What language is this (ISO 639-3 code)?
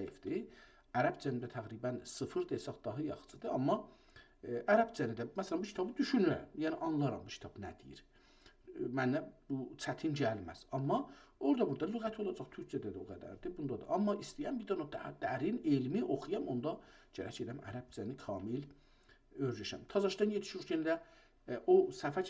azb